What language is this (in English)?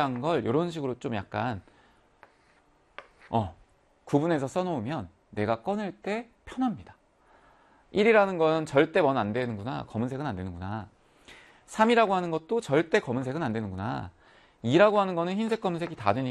Korean